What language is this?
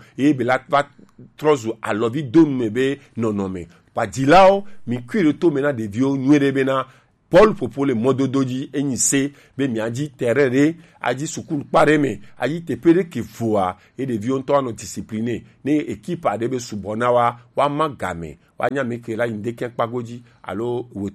Gen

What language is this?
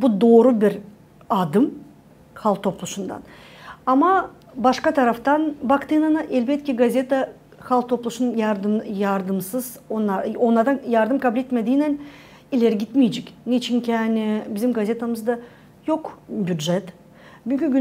Gagauz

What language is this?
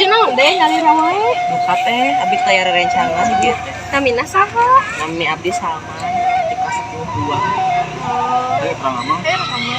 Sundanese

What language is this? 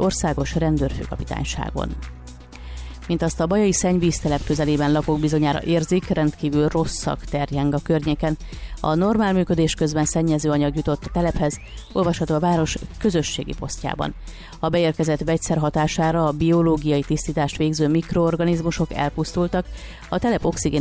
Hungarian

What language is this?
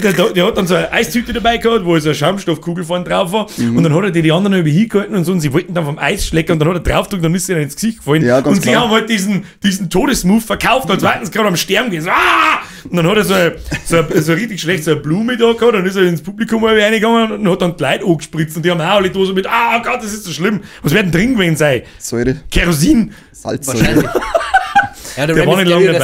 Bavarian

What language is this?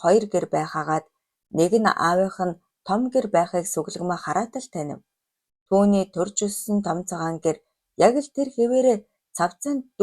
Mongolian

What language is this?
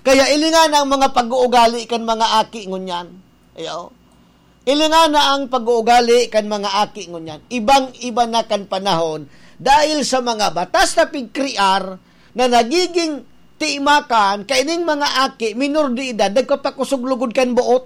Bikol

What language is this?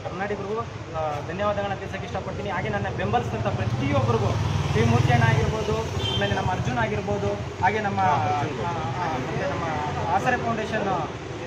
Kannada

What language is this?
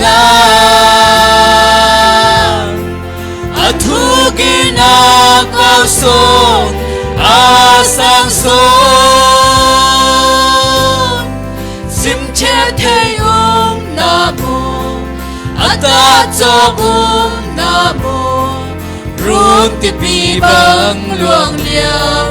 Falam Chin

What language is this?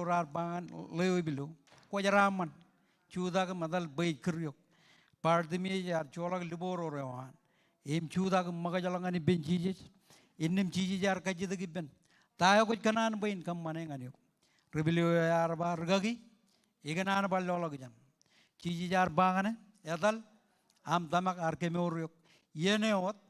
Marshallese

